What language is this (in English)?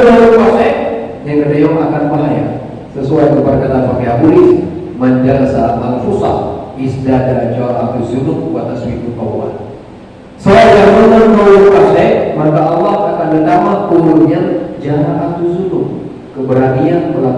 Achinese